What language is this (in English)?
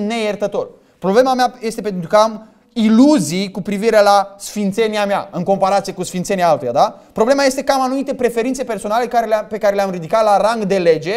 Romanian